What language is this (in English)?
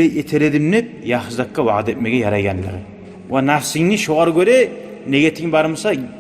Kumyk